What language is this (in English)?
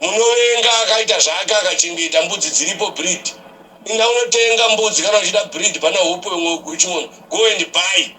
Shona